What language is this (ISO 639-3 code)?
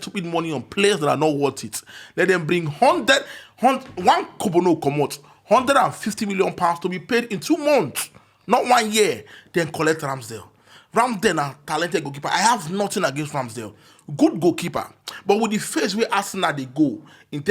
pcm